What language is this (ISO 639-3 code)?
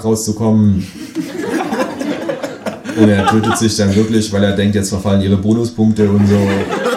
deu